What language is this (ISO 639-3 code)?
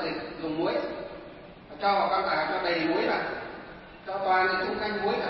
vie